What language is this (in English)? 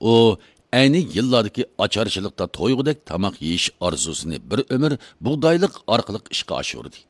Uyghur